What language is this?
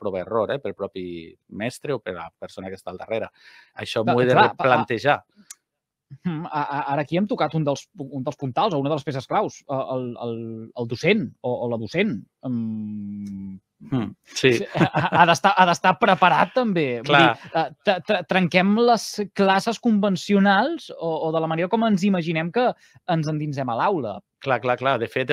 Catalan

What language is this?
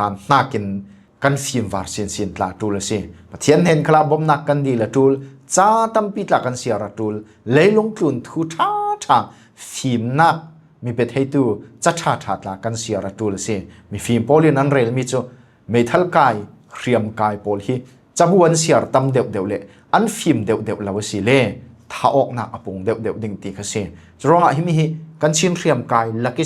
Falam Chin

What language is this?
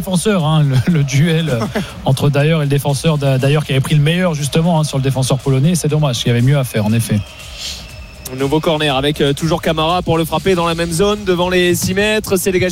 French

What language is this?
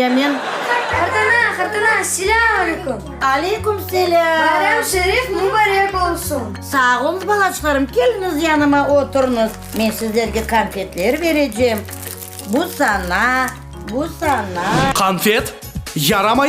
Crimean Tatar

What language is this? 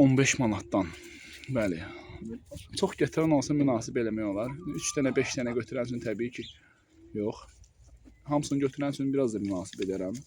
Azerbaijani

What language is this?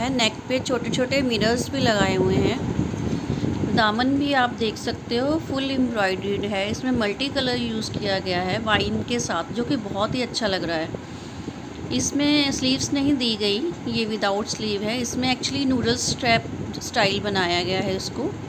Hindi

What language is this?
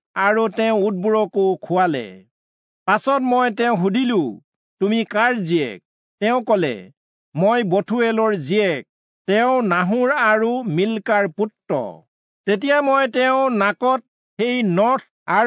Assamese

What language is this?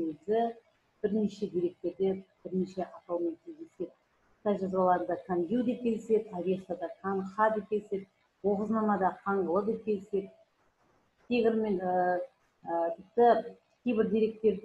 Kazakh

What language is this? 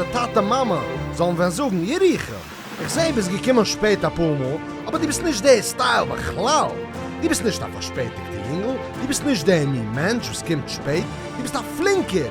Yiddish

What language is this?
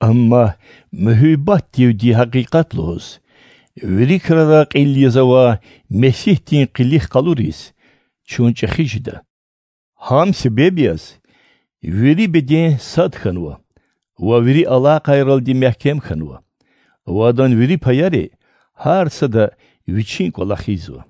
Lezghian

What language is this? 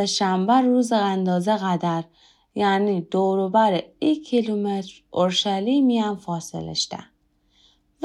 Gilaki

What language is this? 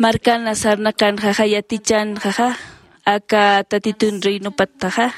Aymara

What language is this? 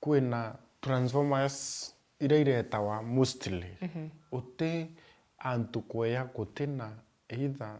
Meru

